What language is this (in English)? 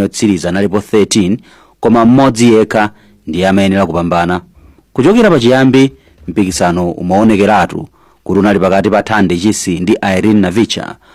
Nyanja